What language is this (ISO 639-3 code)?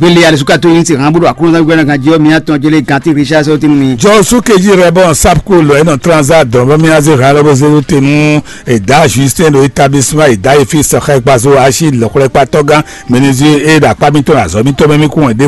fon